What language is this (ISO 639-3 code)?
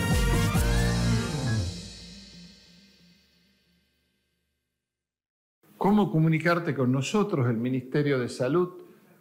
spa